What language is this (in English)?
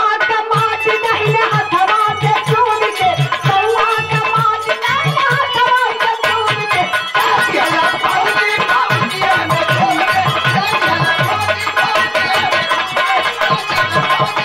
Bhojpuri